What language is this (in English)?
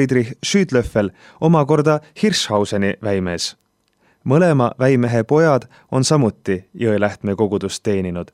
Estonian